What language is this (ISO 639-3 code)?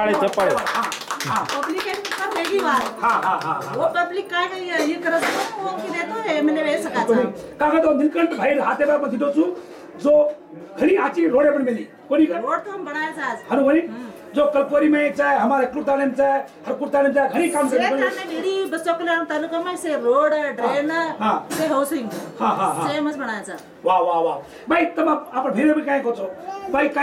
lmn